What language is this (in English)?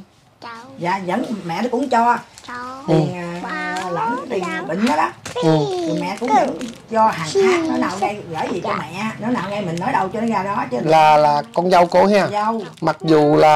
Vietnamese